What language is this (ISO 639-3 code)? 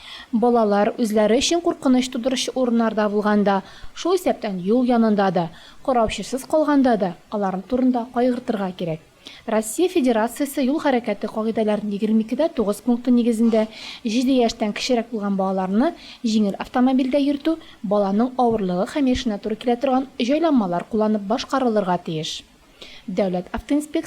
tat